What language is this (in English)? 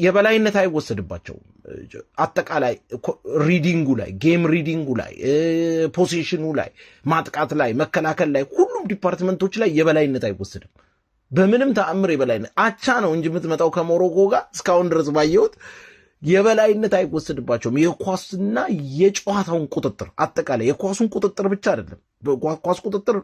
Amharic